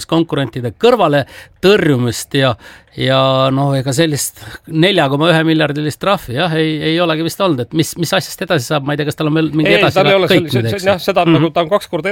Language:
Estonian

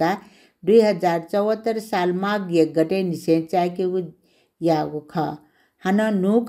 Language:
Newari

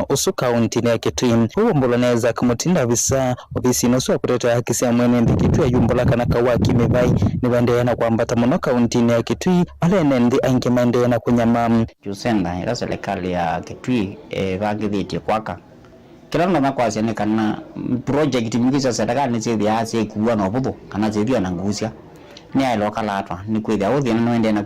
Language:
Kamba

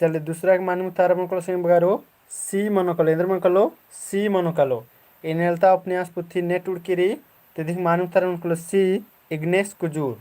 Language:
Kurukh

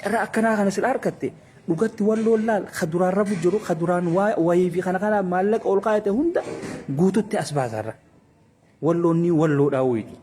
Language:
Oromo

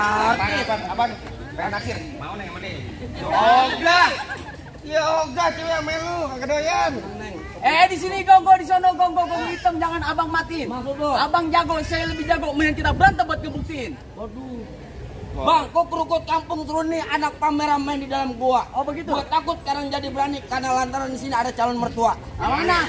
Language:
Betawi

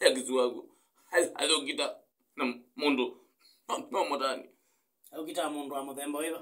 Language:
Kamba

